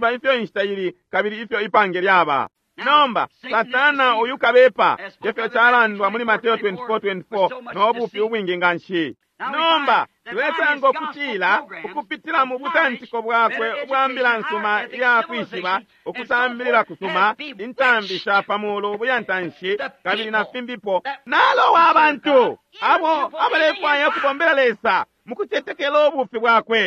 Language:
Bemba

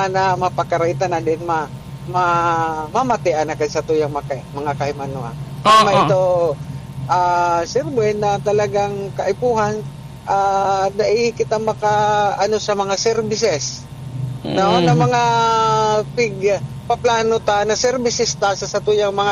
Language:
Bikol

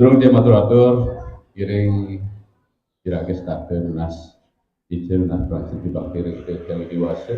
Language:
Balinese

